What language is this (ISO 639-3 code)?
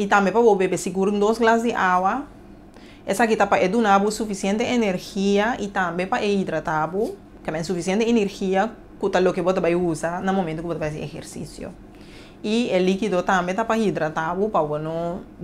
pap